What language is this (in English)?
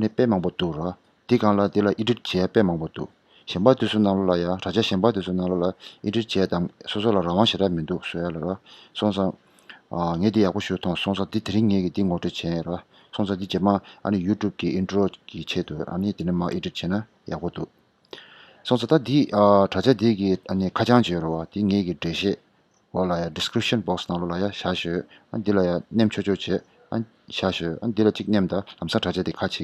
Tibetan